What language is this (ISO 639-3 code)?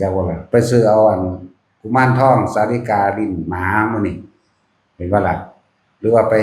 tts